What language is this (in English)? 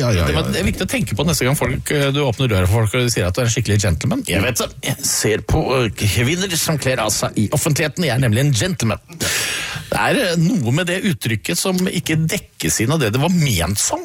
Norwegian